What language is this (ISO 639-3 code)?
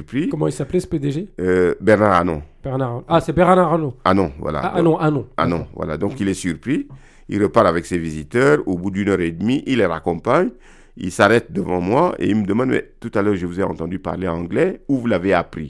fra